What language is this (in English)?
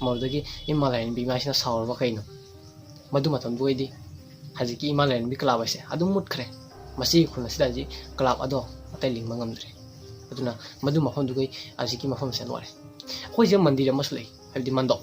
Manipuri